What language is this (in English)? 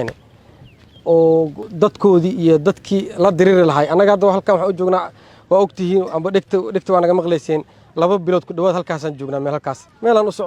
Somali